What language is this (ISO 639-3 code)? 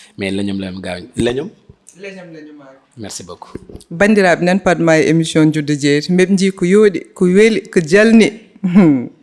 ful